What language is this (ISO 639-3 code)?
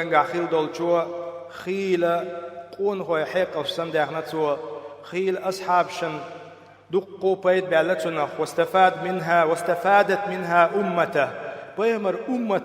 che